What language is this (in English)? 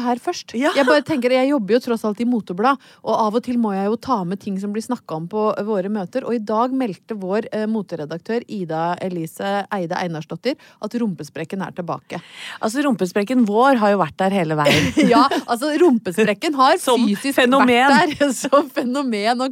Norwegian